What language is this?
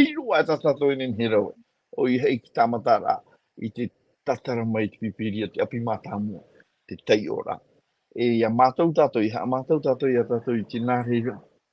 Tahitian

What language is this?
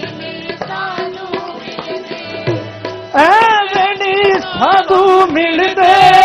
Punjabi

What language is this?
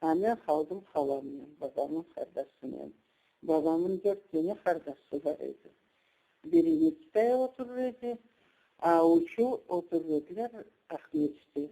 Crimean Tatar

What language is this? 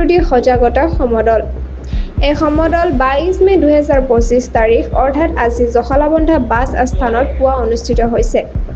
Assamese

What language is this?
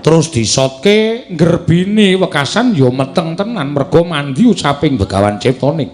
Javanese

